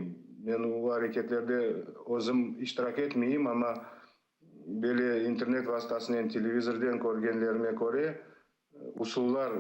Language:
Crimean Tatar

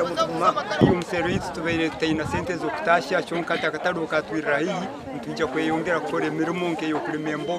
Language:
Nyankole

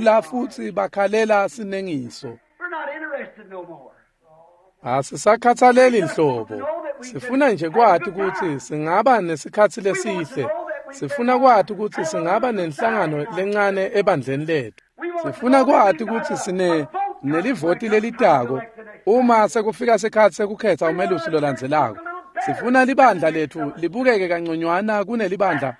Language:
Swati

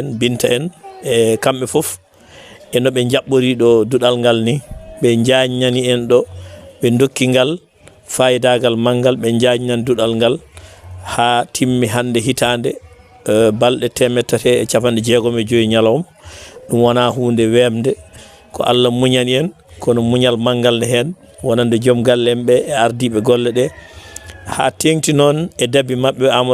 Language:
Fula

